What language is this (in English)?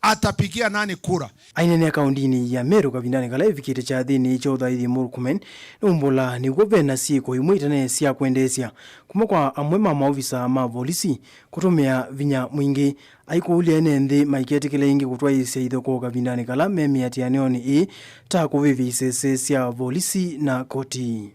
Kamba